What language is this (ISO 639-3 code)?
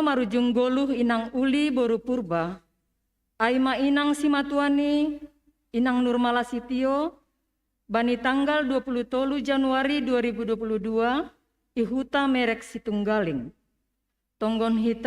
bts